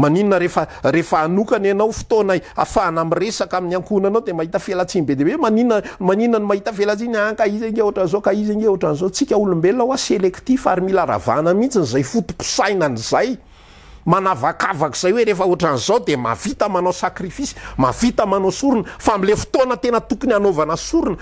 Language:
Malagasy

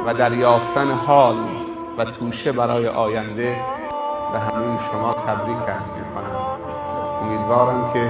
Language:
Tajik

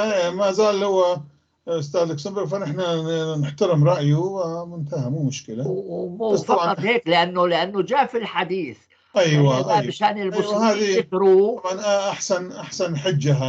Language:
North Levantine Arabic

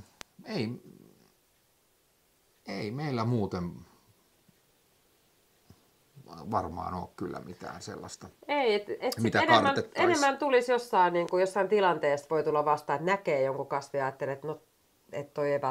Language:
Finnish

